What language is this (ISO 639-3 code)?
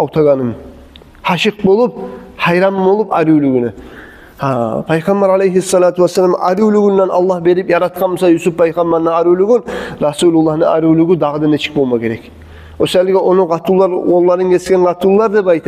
kum